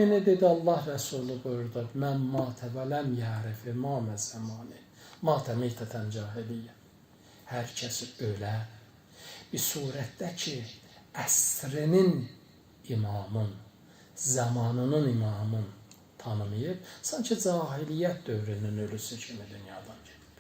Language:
Azerbaijani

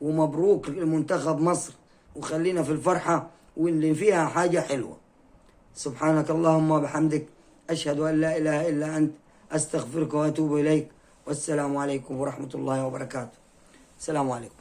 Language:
Egyptian Arabic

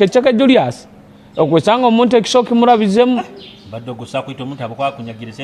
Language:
Nyoro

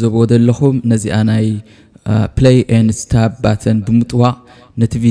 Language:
Tigrinya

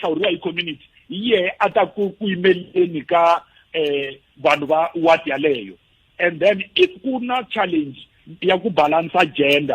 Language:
Tsonga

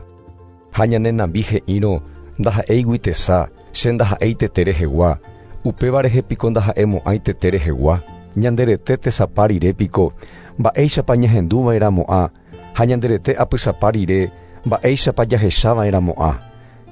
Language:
Guarani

